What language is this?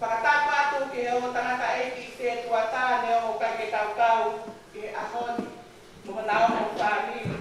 Tongan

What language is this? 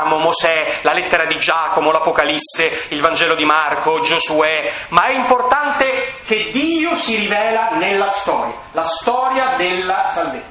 Italian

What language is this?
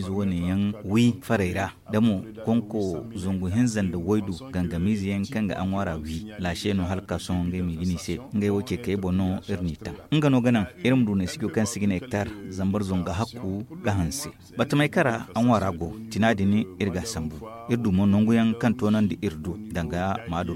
Zarma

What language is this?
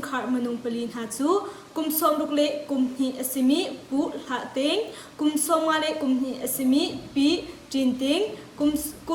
Hakha Chin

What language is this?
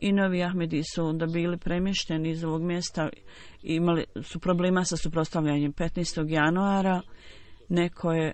Bosnian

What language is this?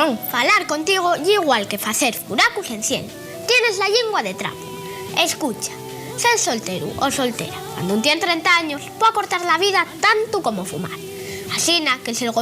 Asturian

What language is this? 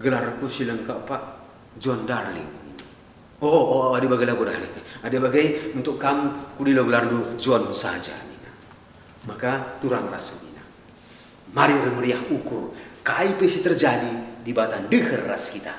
Batak Karo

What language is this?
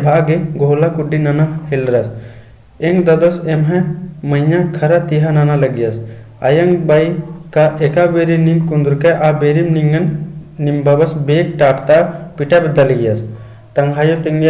Kurukh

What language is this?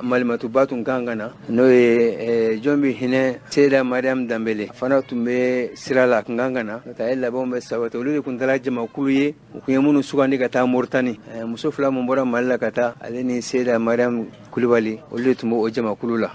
Bambara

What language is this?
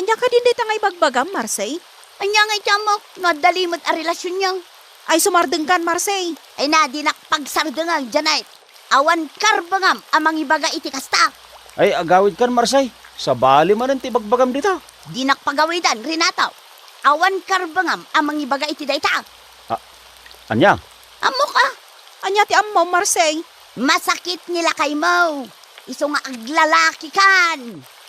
Iloko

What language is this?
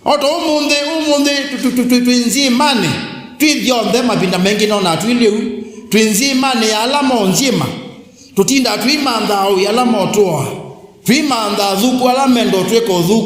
Kamba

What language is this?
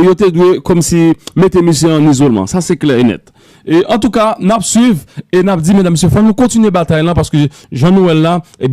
Haitian Creole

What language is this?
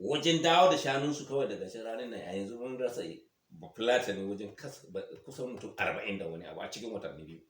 Hausa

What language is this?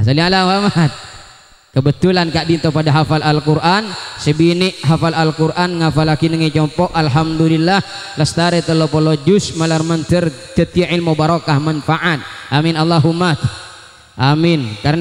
Madurese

